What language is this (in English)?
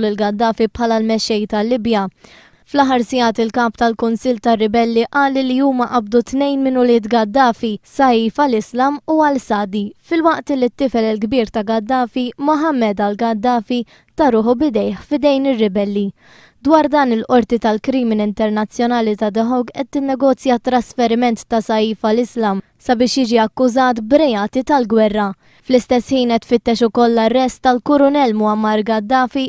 Maltese